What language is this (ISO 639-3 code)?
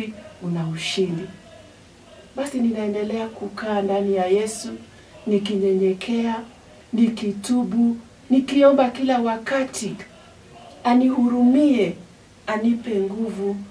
swa